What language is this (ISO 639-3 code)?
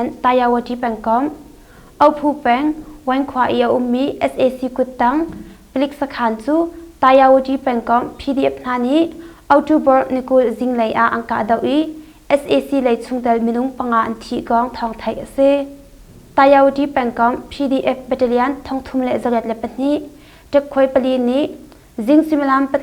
cnh